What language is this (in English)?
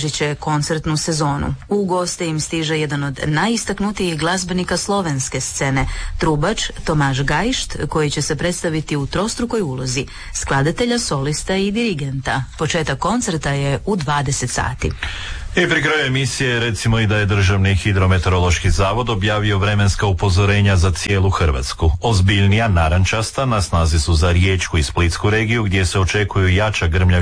Croatian